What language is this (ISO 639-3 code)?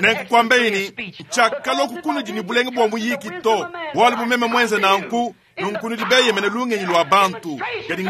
lua